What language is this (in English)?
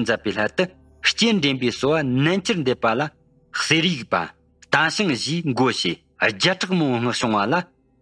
Tibetan